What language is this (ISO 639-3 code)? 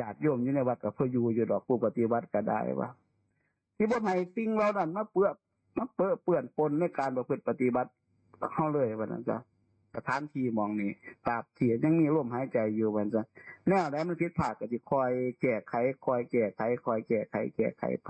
tts